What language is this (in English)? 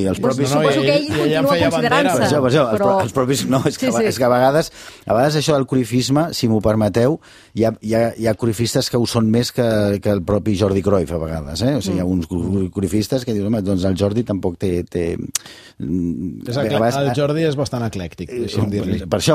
Catalan